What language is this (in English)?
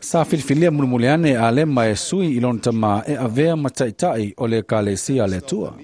Samoan